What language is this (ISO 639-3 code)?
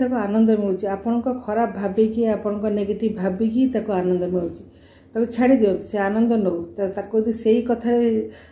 ori